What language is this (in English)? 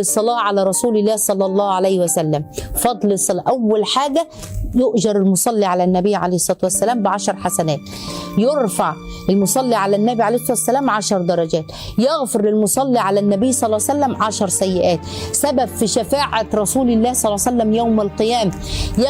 Egyptian Arabic